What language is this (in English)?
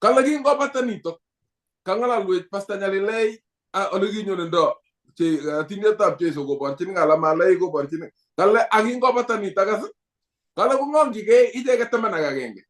Kalenjin